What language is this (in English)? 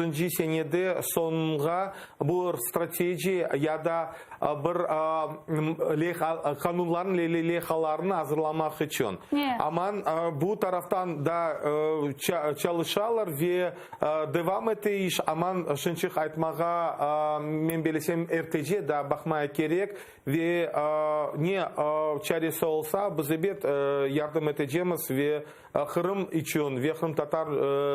Crimean Tatar